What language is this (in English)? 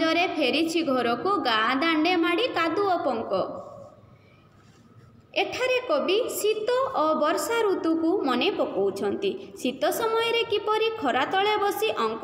Odia